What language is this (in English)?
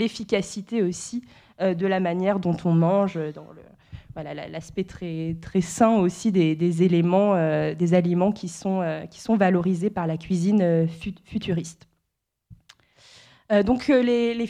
French